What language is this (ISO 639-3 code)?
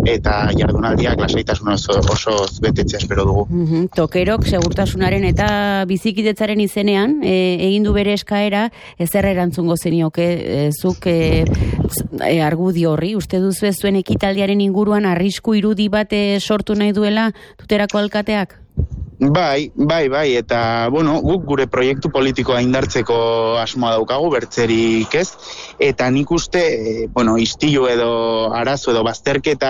eus